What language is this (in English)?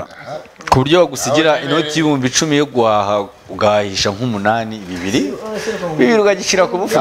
Kinyarwanda